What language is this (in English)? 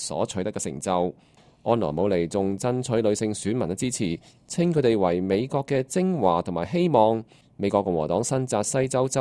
Cantonese